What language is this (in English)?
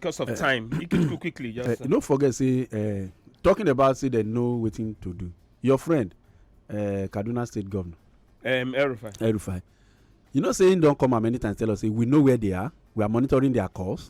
Nigerian Pidgin